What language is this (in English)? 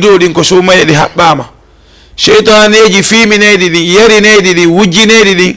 Fula